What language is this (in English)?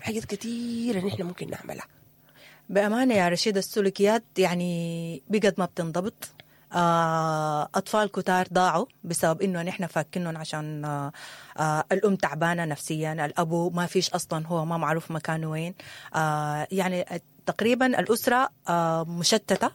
Sudanese Arabic